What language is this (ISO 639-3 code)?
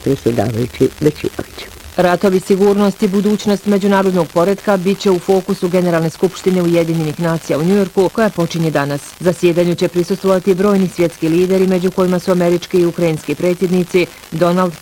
bos